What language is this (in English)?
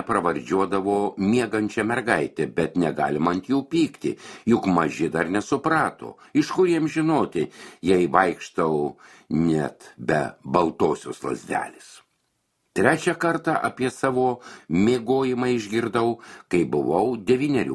Lithuanian